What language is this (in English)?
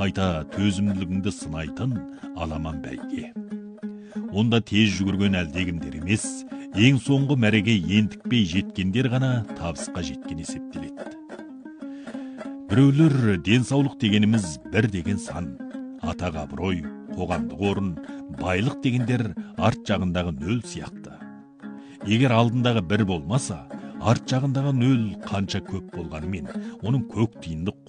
Kazakh